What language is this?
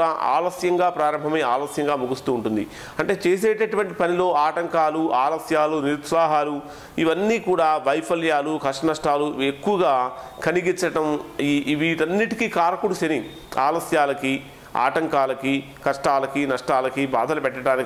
Telugu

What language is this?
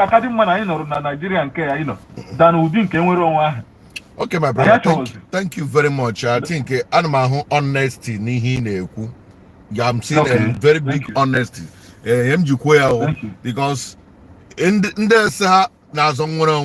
Igbo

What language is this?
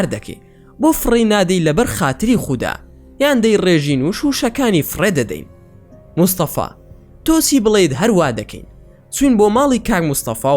Central Kurdish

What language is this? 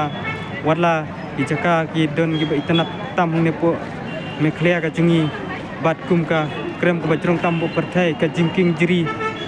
Khasi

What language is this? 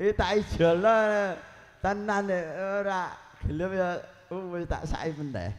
Javanese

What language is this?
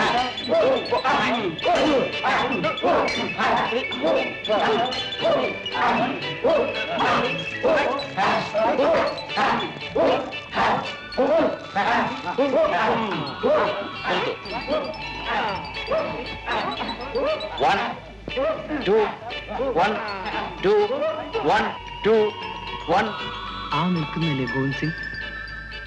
Malayalam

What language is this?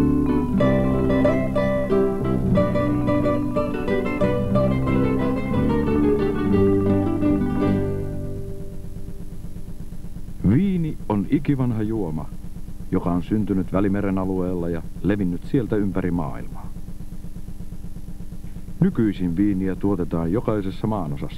Finnish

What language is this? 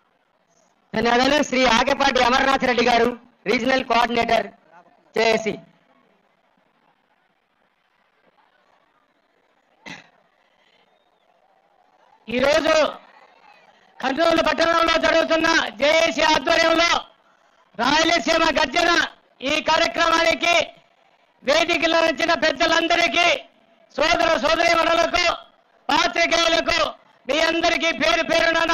Telugu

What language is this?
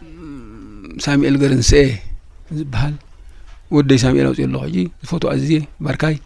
Tigrinya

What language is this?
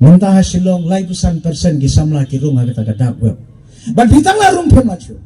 Khasi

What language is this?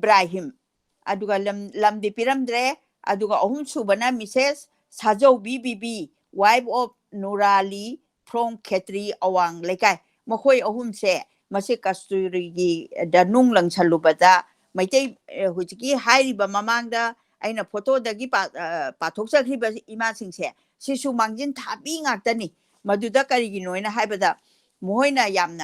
Manipuri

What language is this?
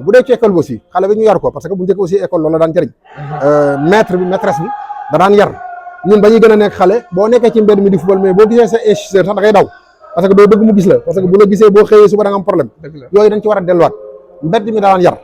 Wolof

